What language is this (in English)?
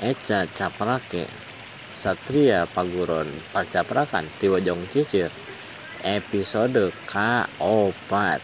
Sundanese